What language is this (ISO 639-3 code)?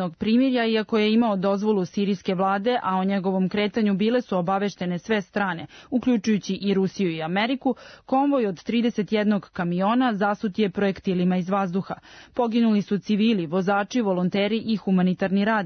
srp